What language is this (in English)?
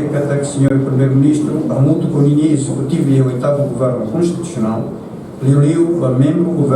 Tetum